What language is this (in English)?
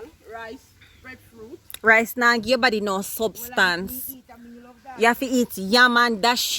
Jamaican Creole English